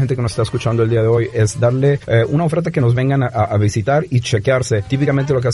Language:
Spanish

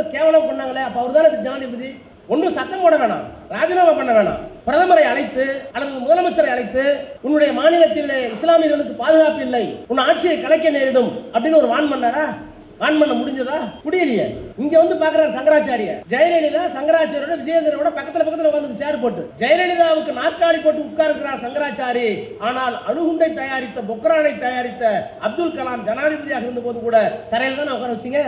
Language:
Tamil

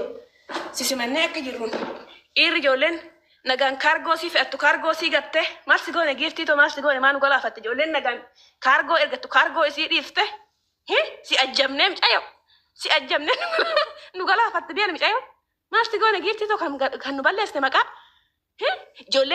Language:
Oromo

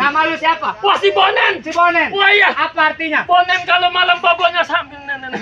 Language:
Betawi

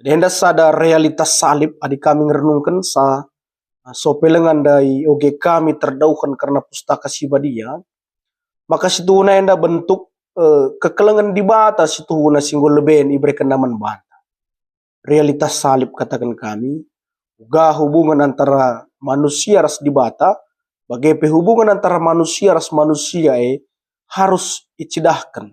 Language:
Batak Karo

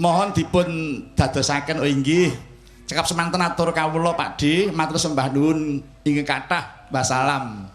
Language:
Javanese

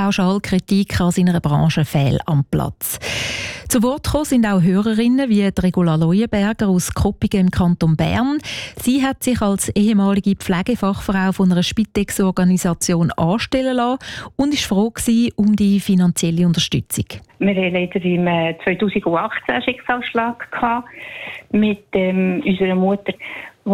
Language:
German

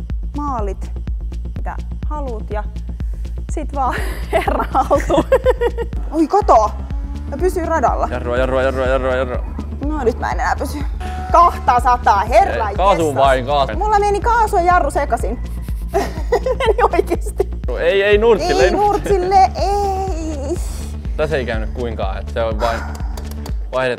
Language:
Finnish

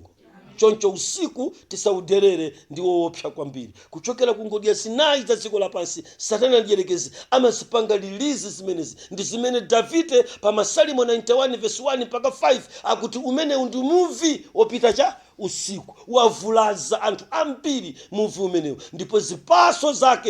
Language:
Nyanja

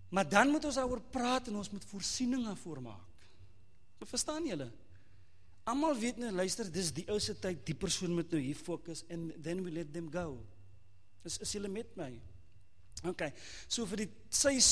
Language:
Afrikaans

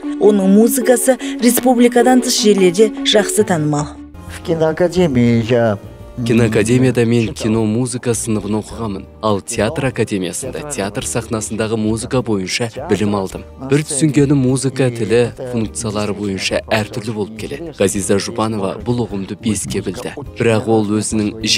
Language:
Kazakh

